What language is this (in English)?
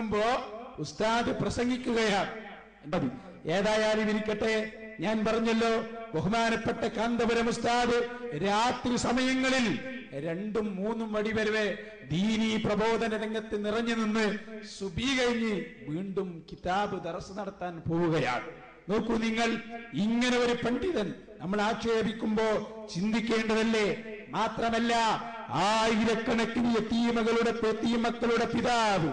Malayalam